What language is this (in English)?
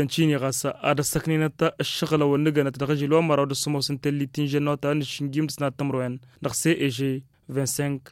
Tamasheq